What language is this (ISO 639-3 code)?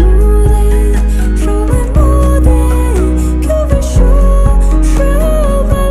pmx